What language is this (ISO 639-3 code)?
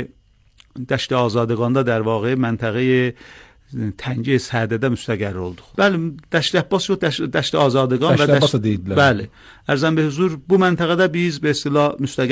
aze